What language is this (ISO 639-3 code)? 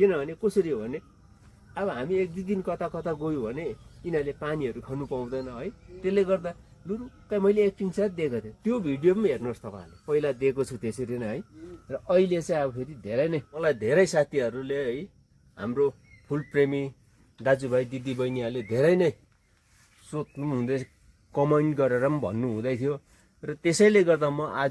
nep